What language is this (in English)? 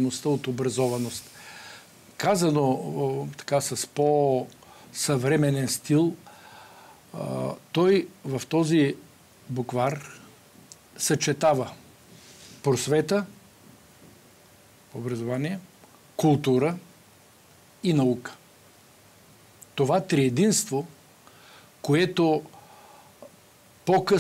Bulgarian